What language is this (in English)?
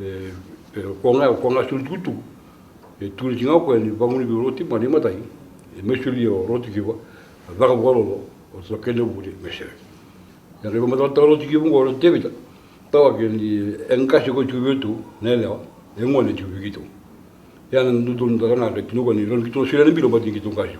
Fijian